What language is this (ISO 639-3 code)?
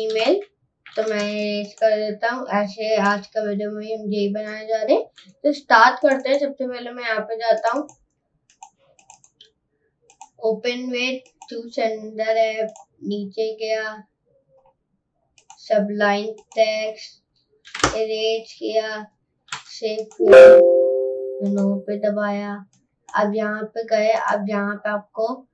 hin